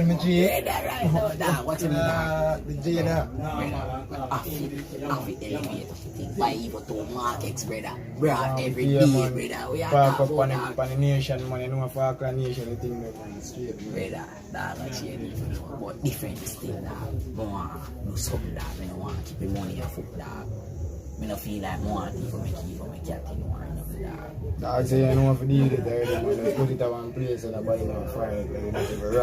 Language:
Jamaican Creole English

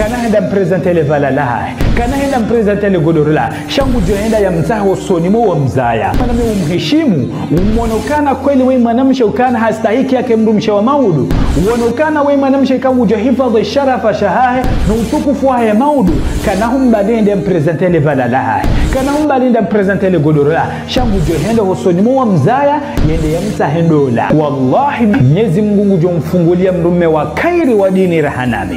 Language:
Ngazidja Comorian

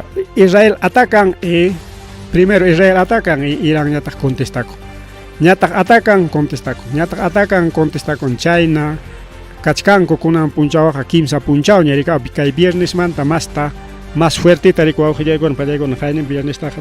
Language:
Ayacucho Quechua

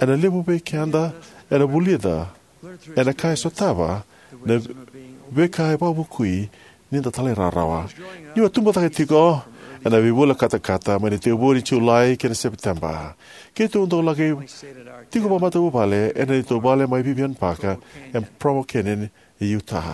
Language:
Fijian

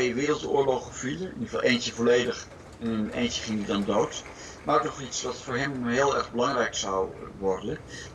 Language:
Dutch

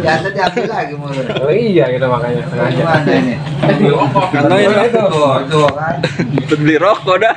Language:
Betawi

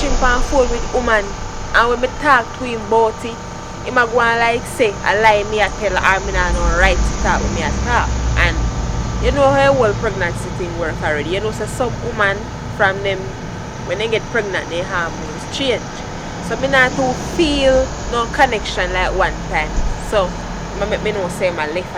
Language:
Jamaican Creole English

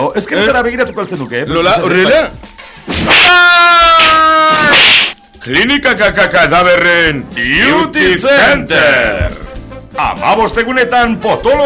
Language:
Basque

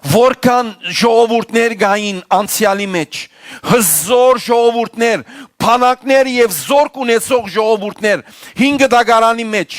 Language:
Western Armenian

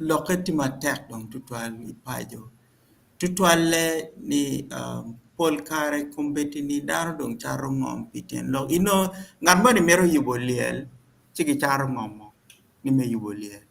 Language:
Acoli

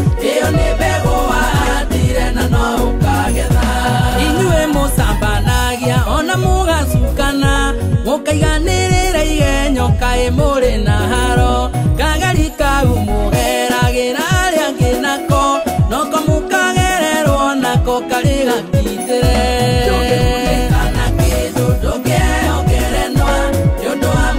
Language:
Kikuyu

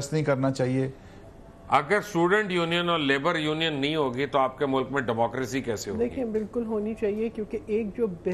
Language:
Urdu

